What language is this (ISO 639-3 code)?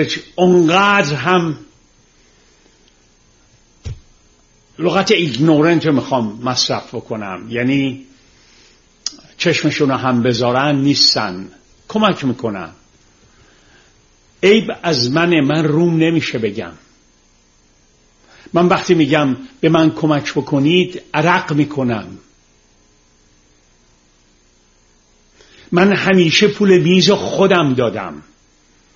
fas